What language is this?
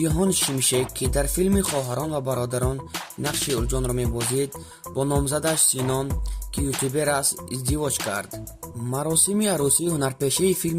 Tajik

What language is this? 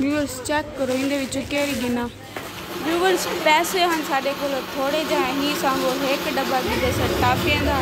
Saraiki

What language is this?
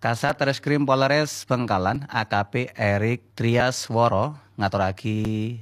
Madurese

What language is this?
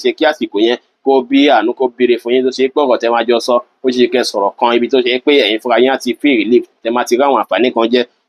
Yoruba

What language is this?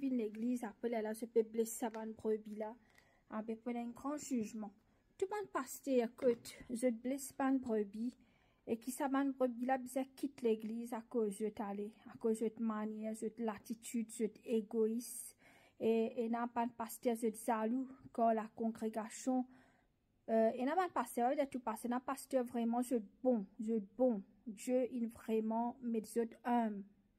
Morisyen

